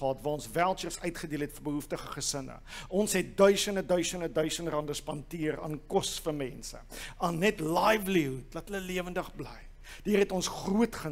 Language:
Afrikaans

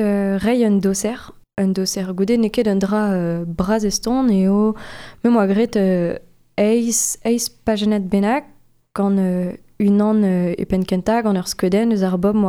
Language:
Breton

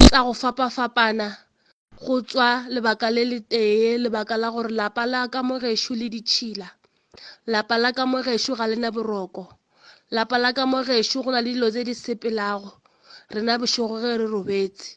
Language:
Northern Sotho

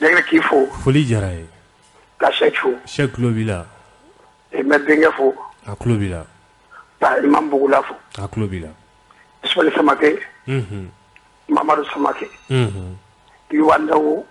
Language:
Bambara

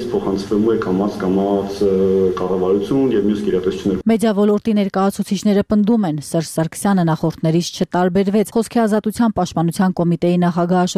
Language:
Armenian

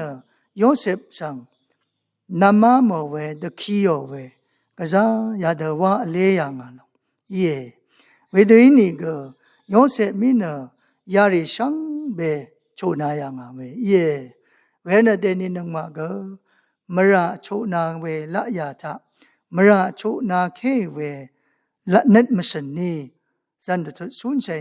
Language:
Rawang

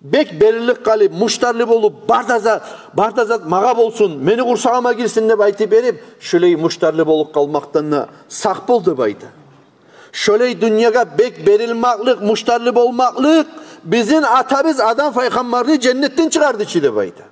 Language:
Kumyk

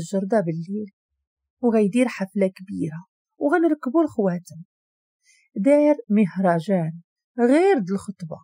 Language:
Moroccan Arabic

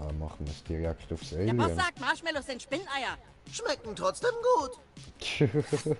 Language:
Swiss German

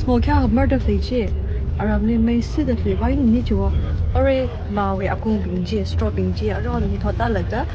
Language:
Tangkhul Naga (India)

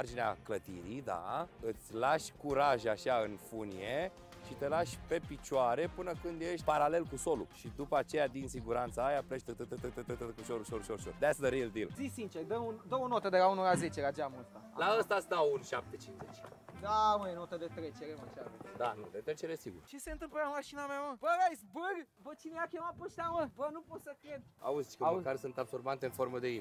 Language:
Romanian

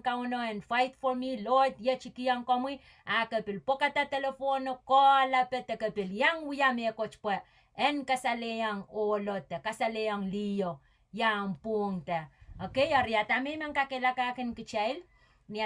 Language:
Pohnpeian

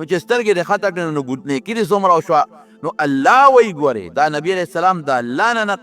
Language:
Pashto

